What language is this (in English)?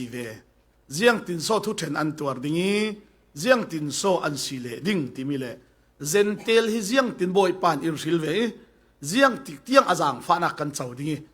Falam Chin